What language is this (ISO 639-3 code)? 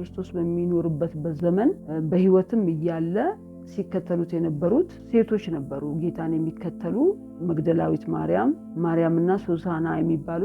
amh